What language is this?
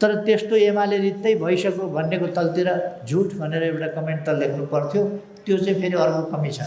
Nepali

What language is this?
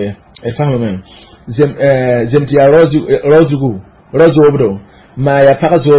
Mossi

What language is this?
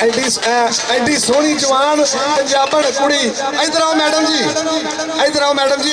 Western Panjabi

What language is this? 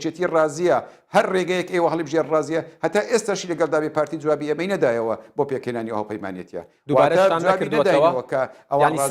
Central Kurdish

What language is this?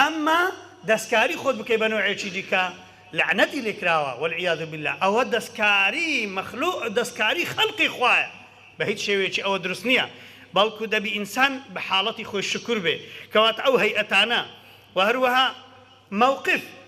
Central Kurdish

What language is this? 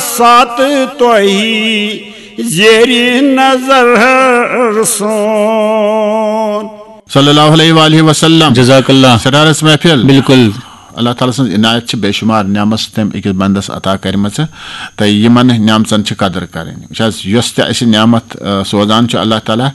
Kashmiri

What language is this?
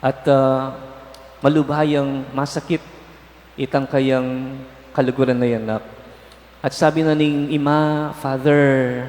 Pampanga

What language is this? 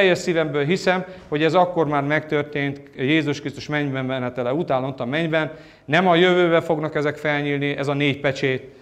Hungarian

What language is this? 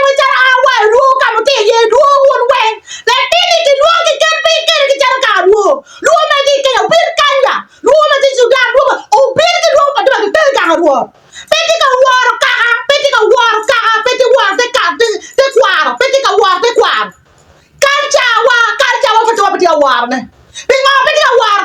Acoli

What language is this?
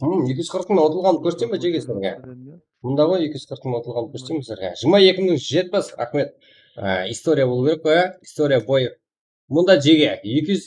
Kara-Kalpak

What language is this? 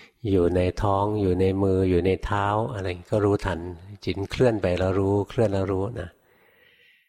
Thai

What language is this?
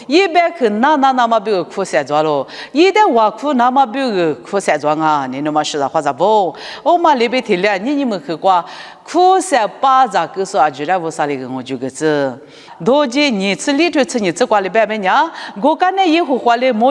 Lisu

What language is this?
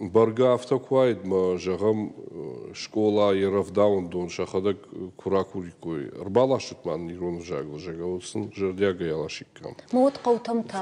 Ossetic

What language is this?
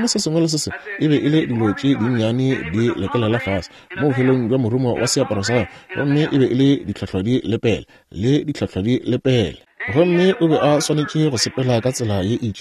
Northern Sotho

